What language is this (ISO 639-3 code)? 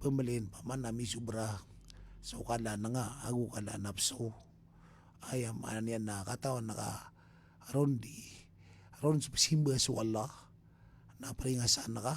mrw